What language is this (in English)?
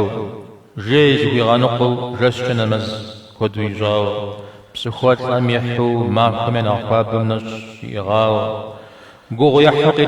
Kabardian